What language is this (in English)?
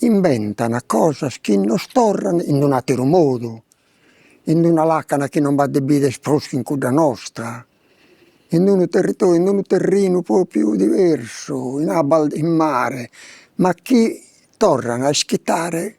Sardinian